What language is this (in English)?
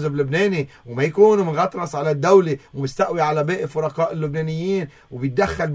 North Levantine Arabic